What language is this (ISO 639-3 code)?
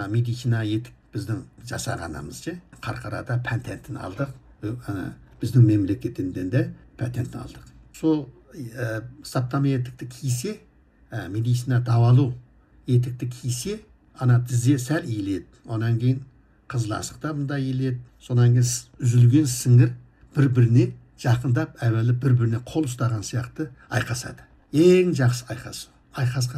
kaz